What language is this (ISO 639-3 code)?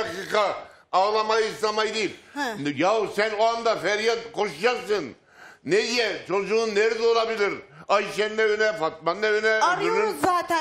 tur